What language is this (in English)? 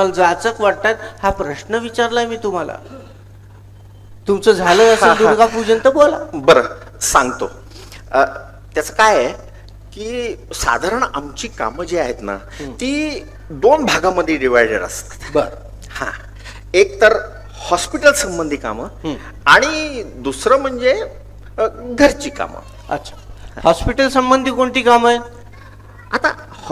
Marathi